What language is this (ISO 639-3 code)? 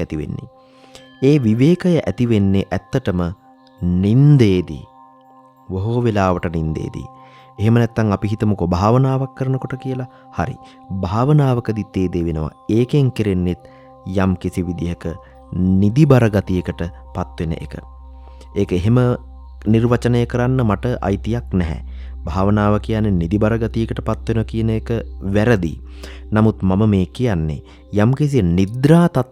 sin